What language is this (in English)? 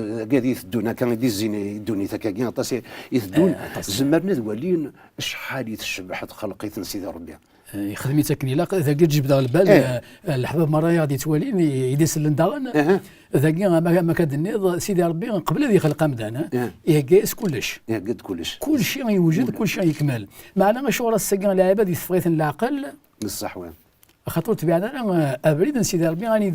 Kabyle